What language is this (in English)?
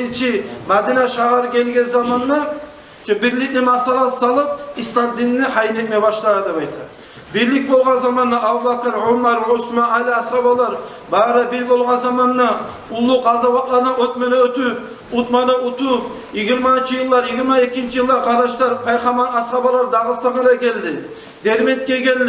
Kumyk